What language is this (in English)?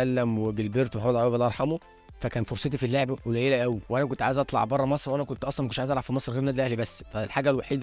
Egyptian Arabic